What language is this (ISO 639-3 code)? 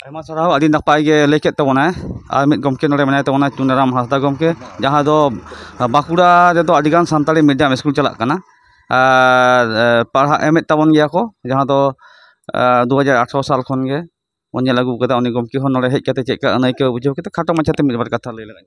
sat